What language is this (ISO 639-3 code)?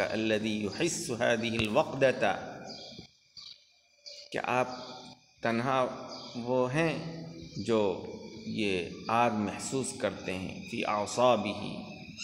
urd